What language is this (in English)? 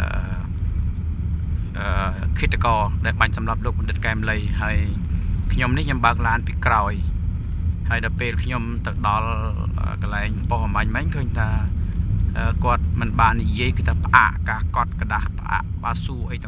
Khmer